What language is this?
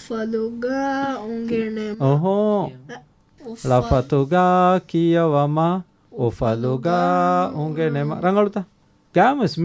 Divehi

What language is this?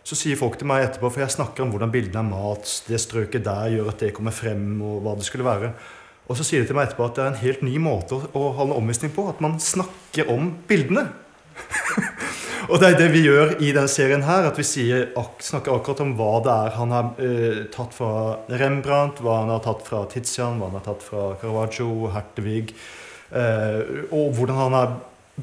Norwegian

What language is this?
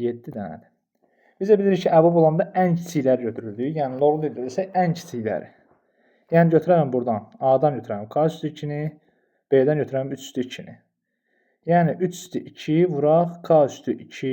Azerbaijani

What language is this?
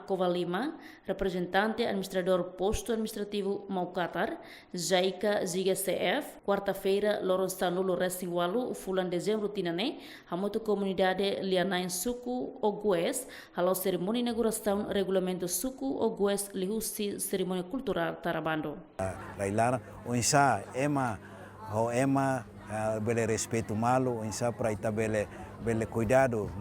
Tetum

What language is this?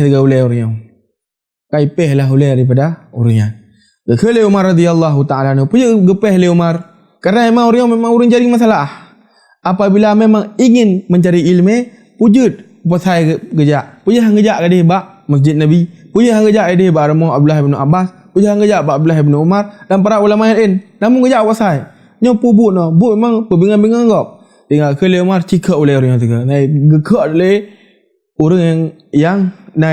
Achinese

